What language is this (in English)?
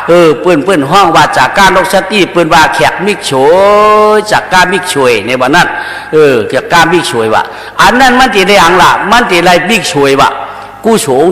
Shan